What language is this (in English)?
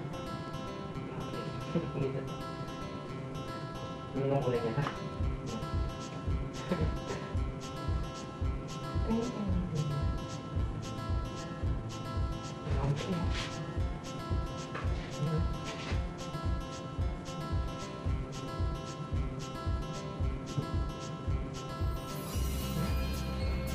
Filipino